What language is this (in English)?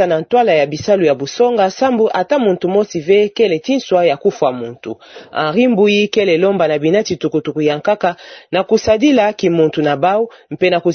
Kituba (Democratic Republic of Congo)